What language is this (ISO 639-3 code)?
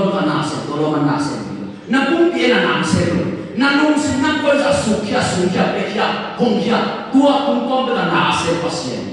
ctd